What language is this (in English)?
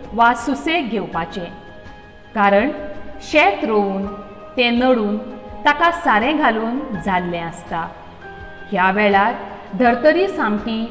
Konkani